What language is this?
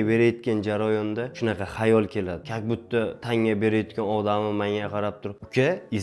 Uzbek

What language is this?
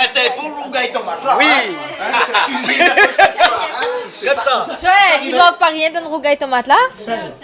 Réunion Creole French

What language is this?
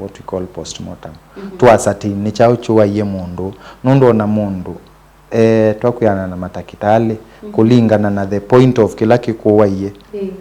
Kamba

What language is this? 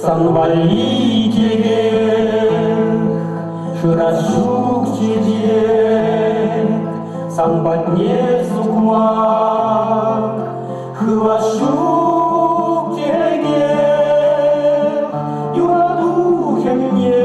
Chuvash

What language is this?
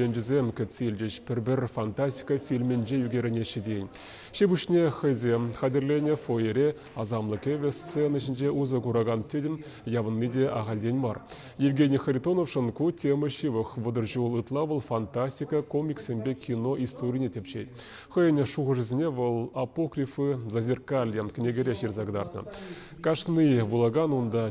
Chuvash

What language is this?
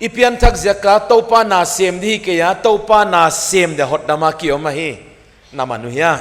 Paite Chin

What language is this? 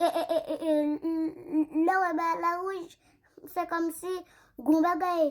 Haitian Creole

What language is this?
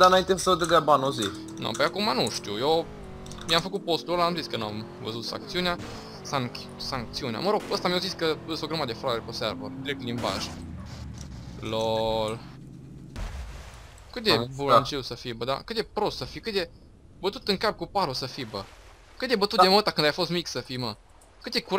Romanian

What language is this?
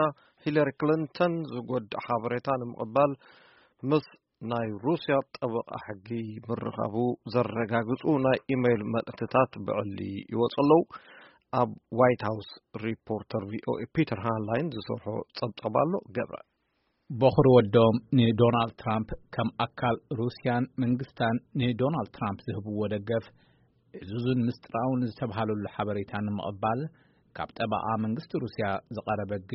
Tigrinya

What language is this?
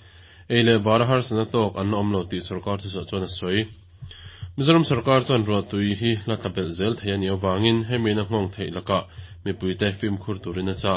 Mizo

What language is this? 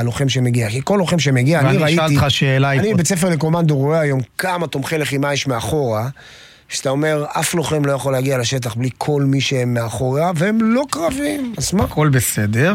Hebrew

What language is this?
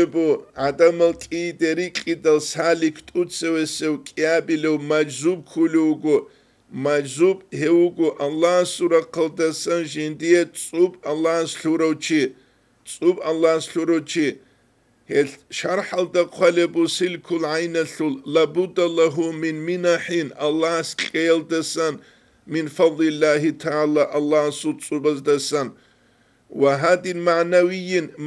Avaric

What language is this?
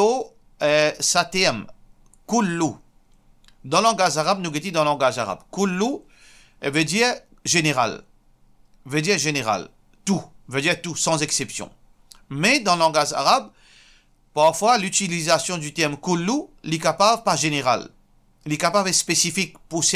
Morisyen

